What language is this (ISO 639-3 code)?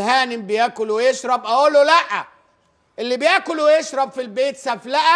arz